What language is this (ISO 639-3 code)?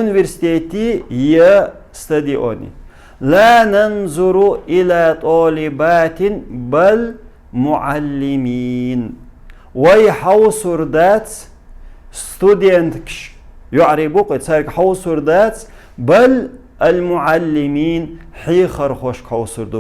che